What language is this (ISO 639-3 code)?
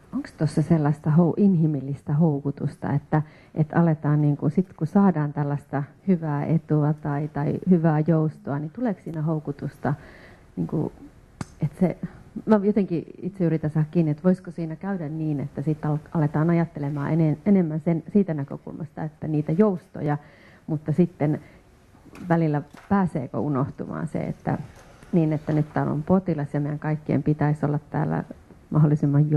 fin